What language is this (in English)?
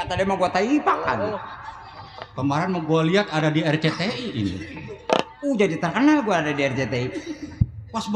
Betawi